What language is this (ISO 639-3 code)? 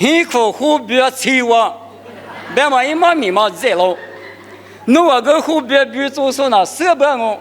lis